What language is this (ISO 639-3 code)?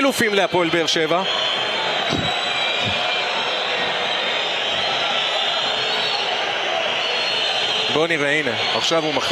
heb